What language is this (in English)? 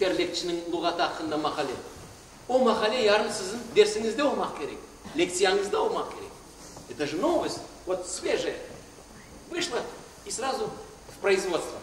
Crimean Tatar